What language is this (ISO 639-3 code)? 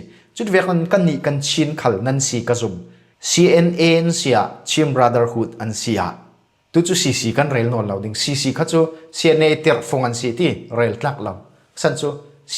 cfm